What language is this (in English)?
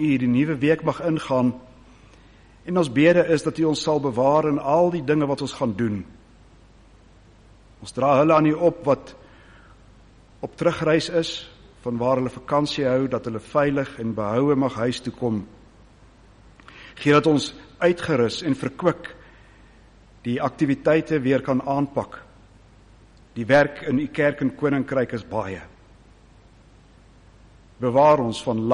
Afrikaans